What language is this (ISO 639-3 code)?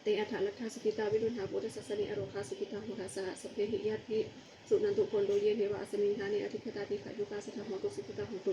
pli